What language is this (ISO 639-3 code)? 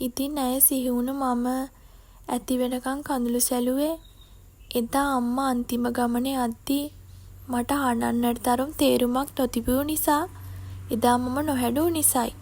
sin